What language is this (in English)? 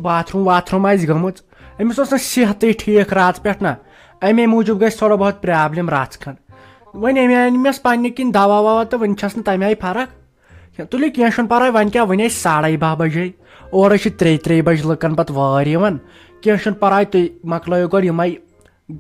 Kashmiri